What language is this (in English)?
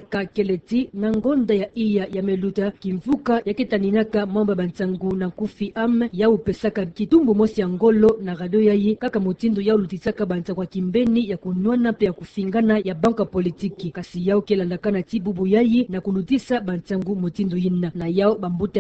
Kituba (Democratic Republic of Congo)